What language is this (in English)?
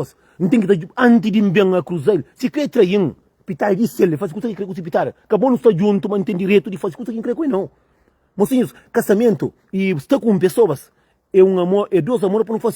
Kabuverdianu